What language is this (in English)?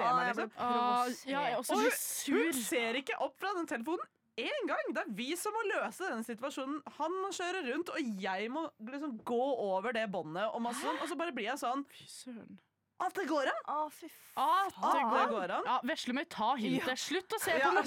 Norwegian